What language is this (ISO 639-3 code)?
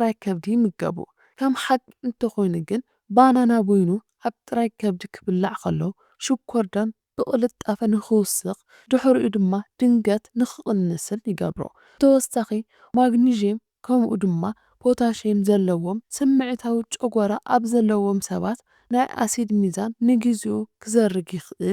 tir